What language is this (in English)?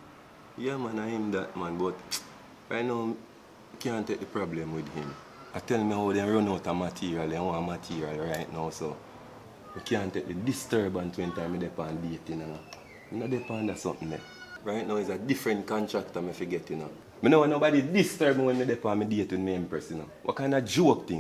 Jamaican Creole English